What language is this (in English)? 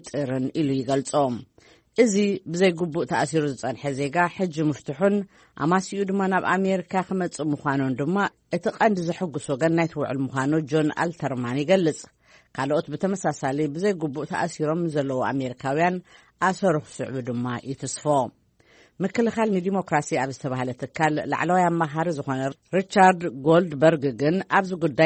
Tigrinya